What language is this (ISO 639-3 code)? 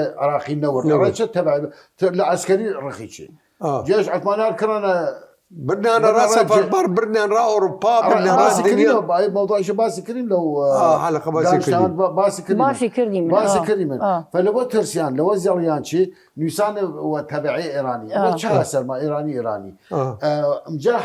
sdh